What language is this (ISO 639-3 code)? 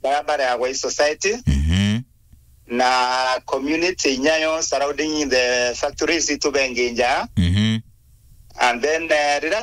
mer